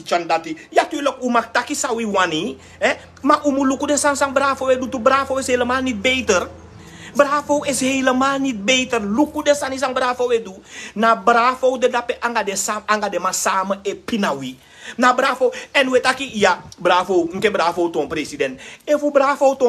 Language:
Sranan Tongo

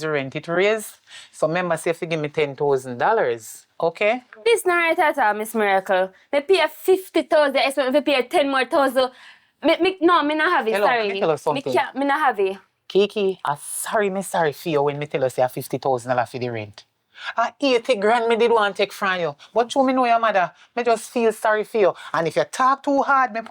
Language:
Jamaican Creole English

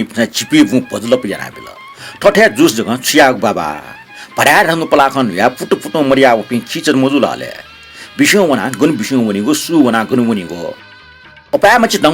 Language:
Newari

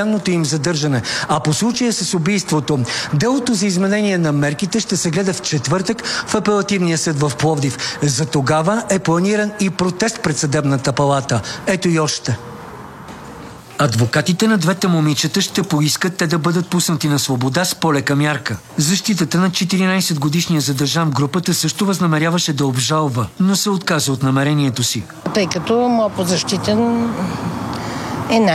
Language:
Bulgarian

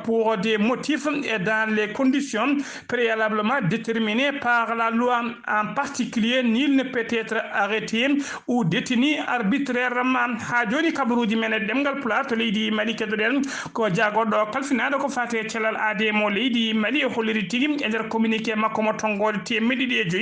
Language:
Fula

